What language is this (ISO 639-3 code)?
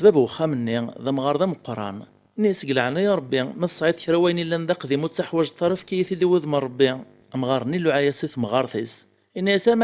kab